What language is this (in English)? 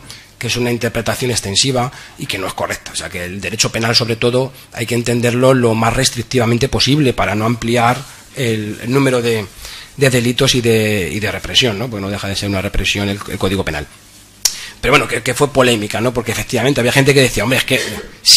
Spanish